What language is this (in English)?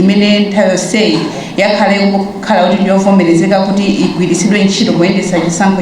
Nyanja